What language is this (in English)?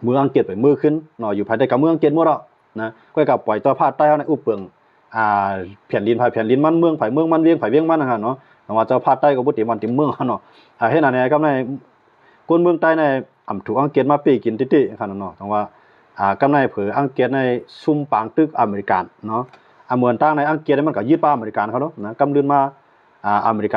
Shan